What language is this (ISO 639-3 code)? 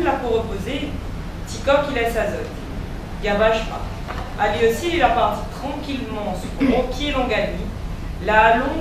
rcf